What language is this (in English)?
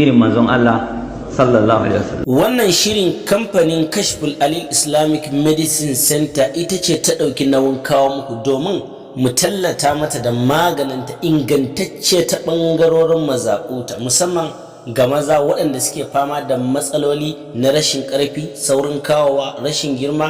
Hausa